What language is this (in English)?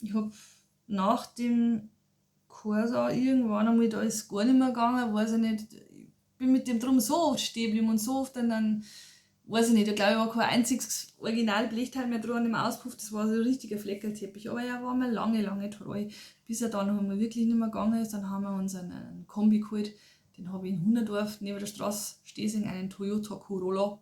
Bavarian